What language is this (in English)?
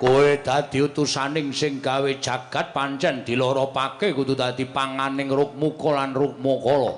Javanese